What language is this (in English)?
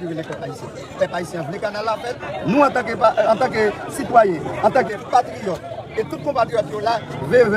Haitian Creole